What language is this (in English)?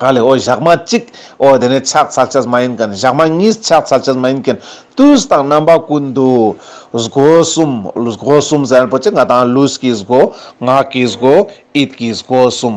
Ladakhi